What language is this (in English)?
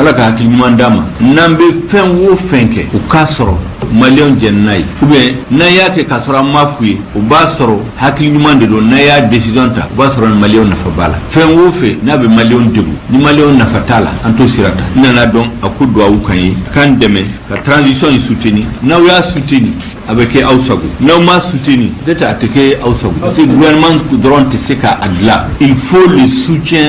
Bambara